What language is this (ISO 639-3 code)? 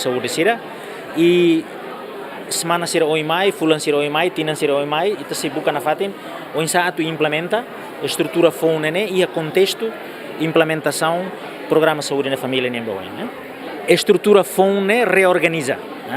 tet